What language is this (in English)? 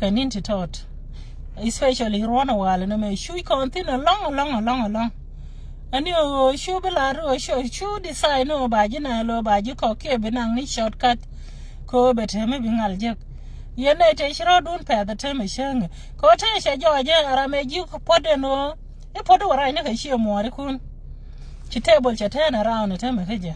Nuer